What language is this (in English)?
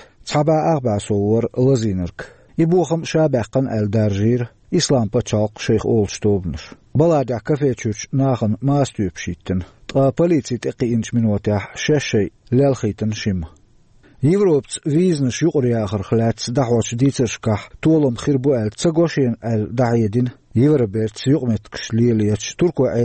Chechen